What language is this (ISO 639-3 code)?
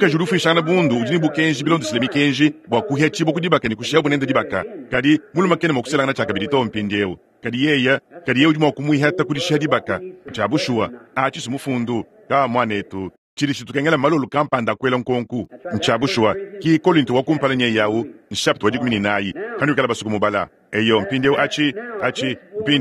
lua